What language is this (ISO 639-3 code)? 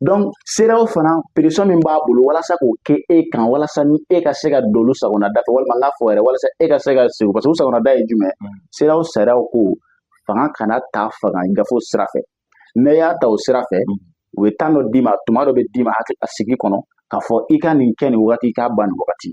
bam